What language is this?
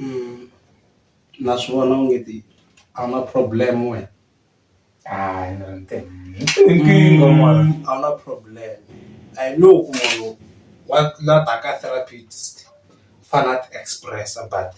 Tsonga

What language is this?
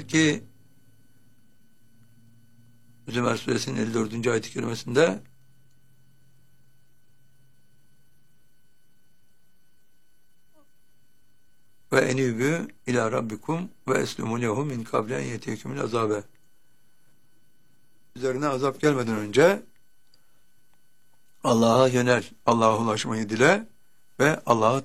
Turkish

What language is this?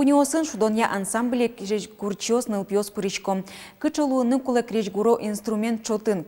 Udmurt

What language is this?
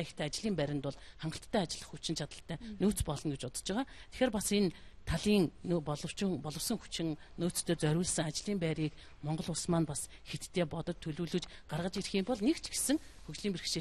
Mongolian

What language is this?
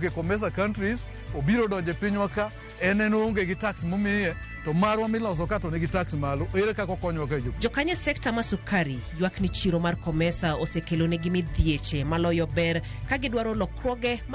Luo (Kenya and Tanzania)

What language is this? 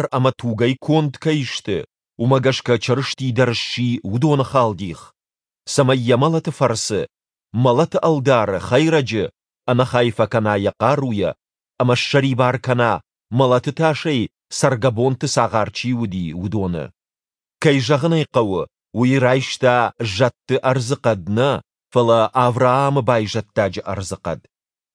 Ossetic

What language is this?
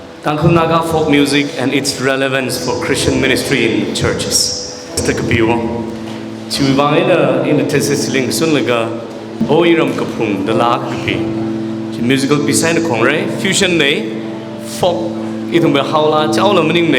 Tangkhul Naga (India)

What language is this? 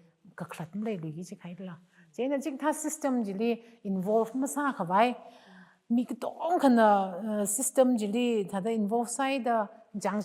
Tangkhul Naga (India)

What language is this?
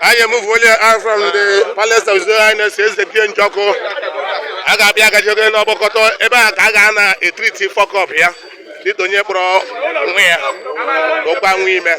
Igbo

